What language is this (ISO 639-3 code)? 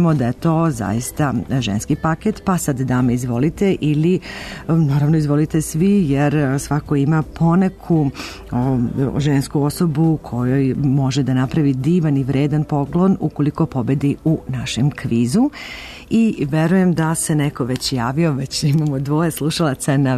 srp